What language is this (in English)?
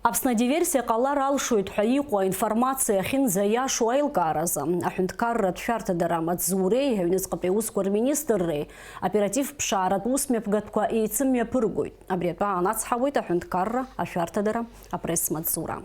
Abkhazian